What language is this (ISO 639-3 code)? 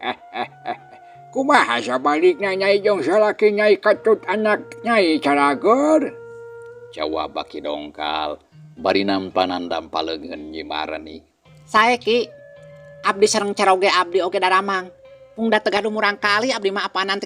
sun